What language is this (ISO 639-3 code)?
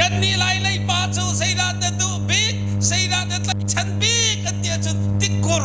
cnh